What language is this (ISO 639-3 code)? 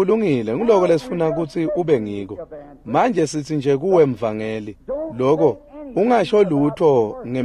ssw